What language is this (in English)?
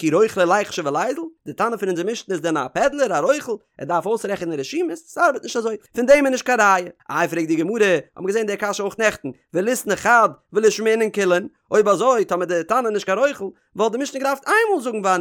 Yiddish